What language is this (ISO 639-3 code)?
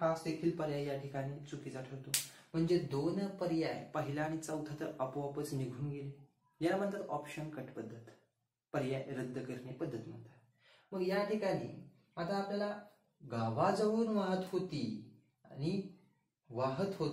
mar